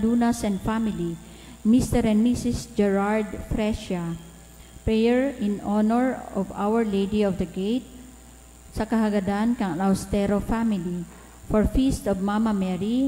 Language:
Bikol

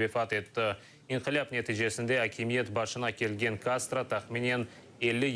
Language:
Crimean Tatar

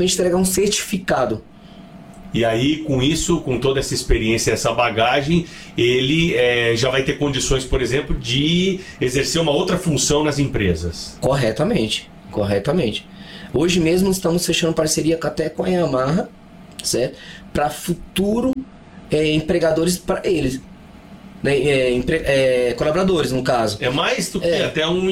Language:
Portuguese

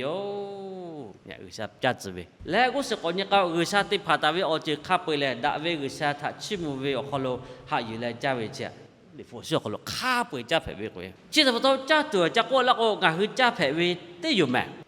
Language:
Lahu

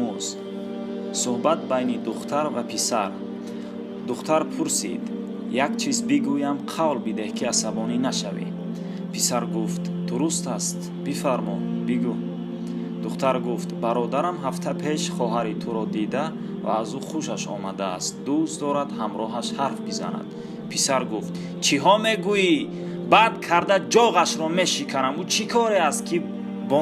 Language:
Tajik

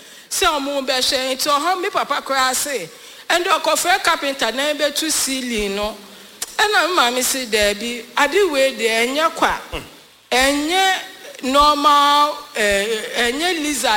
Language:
Akan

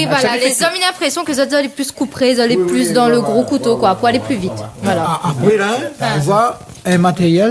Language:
Réunion Creole French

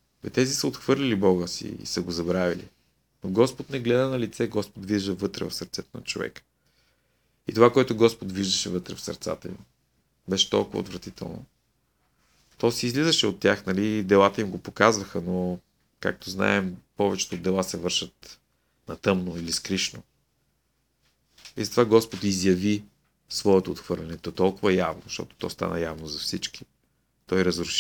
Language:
Bulgarian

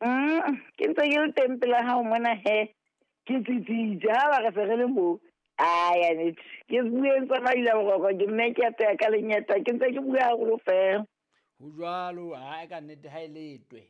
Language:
Southern Sotho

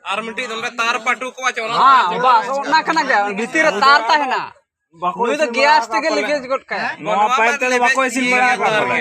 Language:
Santali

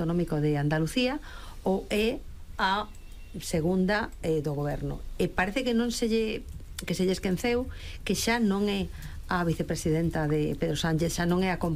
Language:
Galician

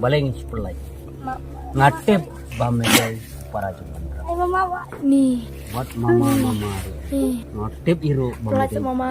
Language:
Khasi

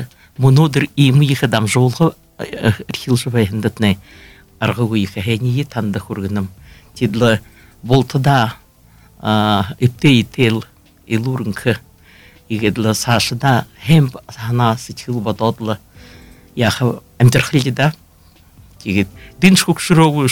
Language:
Buriat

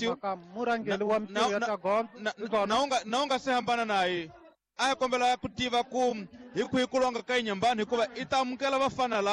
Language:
Tsonga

